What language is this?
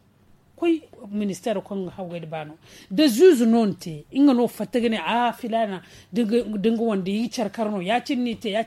Zarma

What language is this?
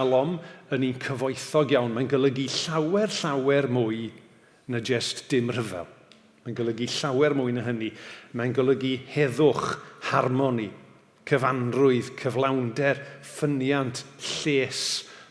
Welsh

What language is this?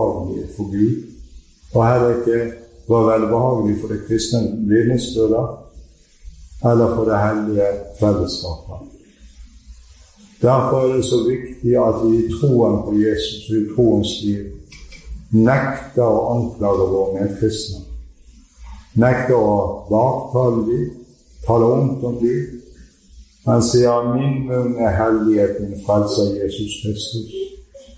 Norwegian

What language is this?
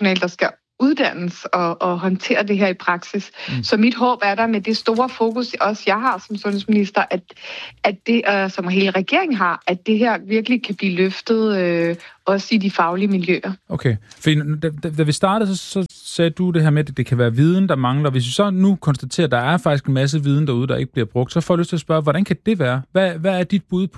Danish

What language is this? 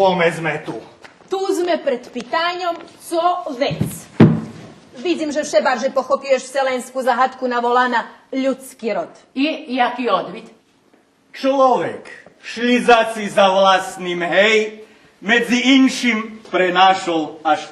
Rusyn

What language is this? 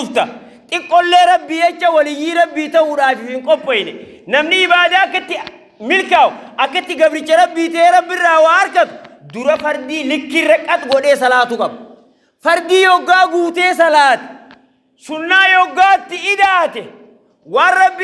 Oromo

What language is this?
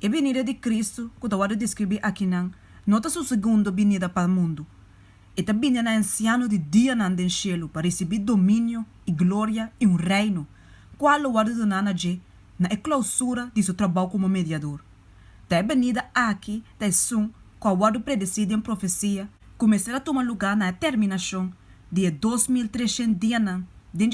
Papiamento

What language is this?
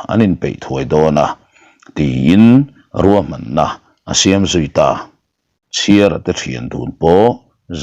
Mizo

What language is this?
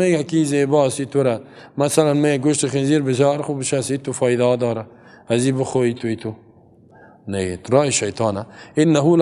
Persian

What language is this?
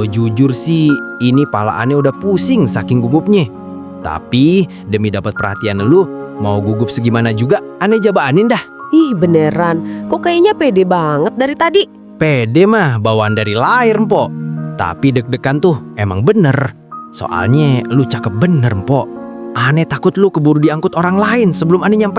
Betawi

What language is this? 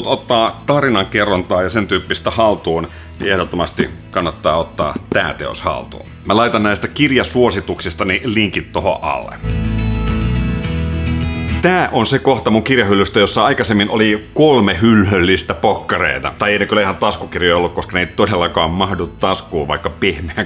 Finnish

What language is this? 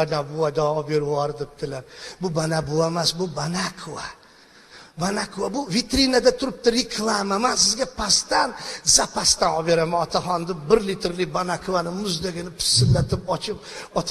Uzbek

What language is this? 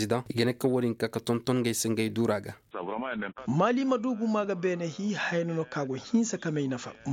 Koyraboro Senni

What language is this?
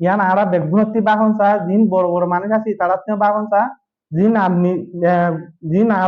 Rohingya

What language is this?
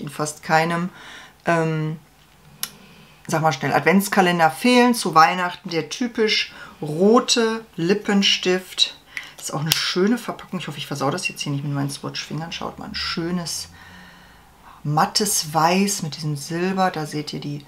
German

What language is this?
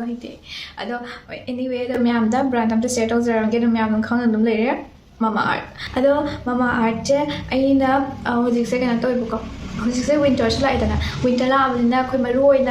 Manipuri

